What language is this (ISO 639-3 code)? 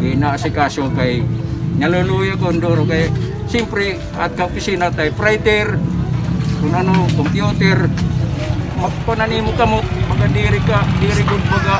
war